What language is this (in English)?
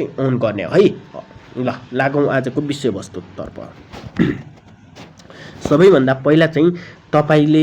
Nepali